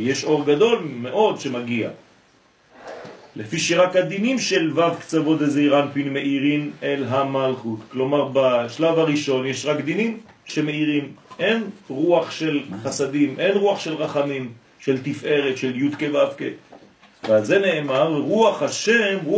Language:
Hebrew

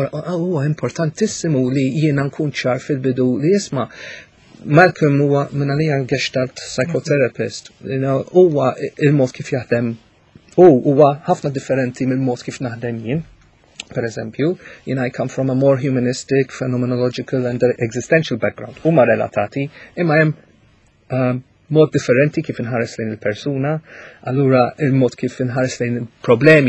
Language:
Maltese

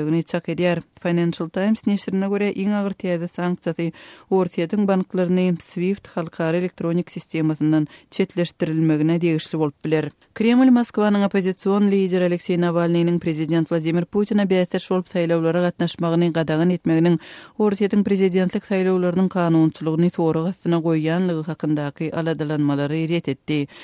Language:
Turkmen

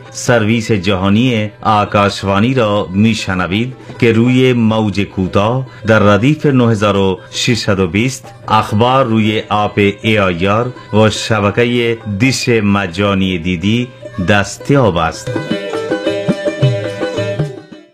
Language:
Persian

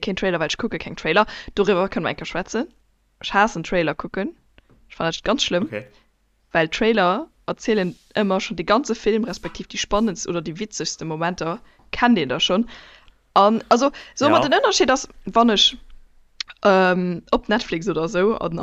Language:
Luxembourgish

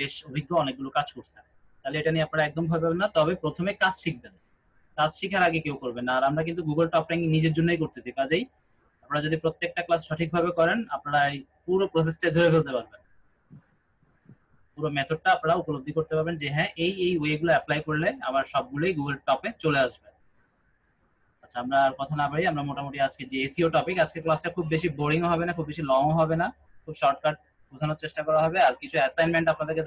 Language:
Bangla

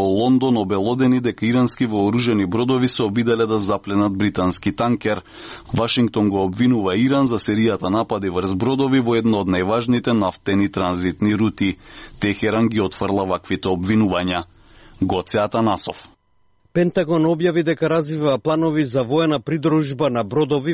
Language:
Macedonian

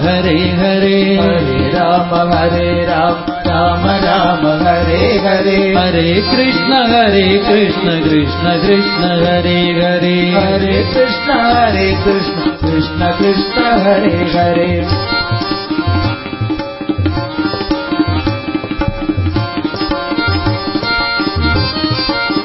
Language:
Malayalam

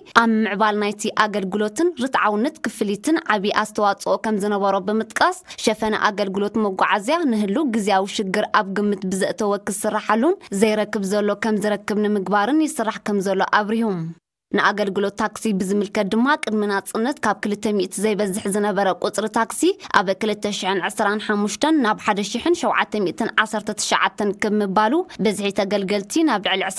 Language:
Tigrinya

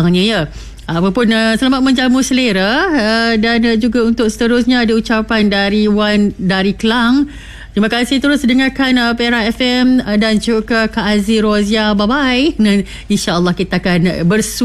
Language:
Malay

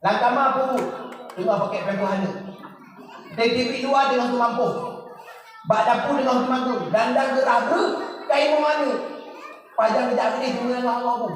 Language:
Achinese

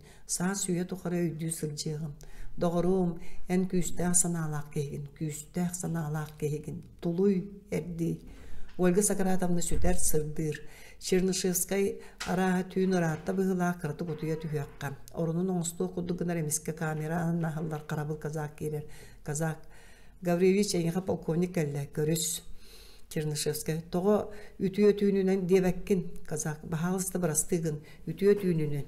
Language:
Yakut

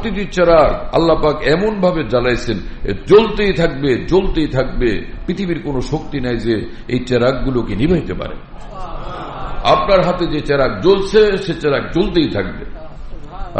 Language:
Bangla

